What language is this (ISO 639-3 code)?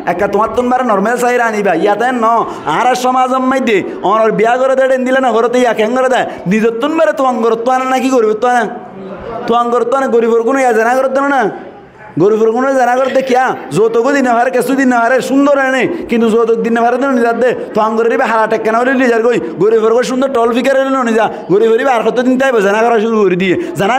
rhg